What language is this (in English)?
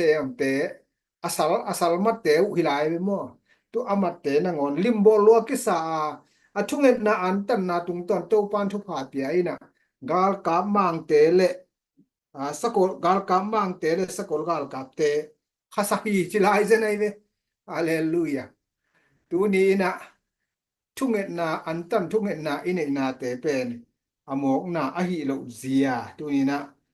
Tedim Chin